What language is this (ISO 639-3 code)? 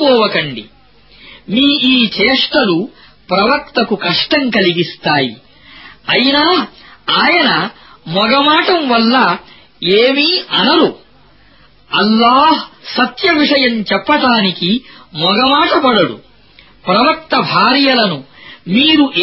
tel